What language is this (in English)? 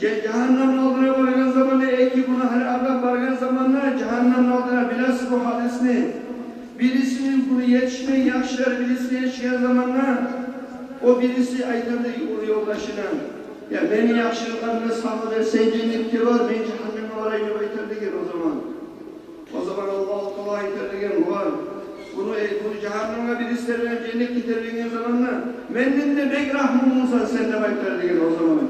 Kumyk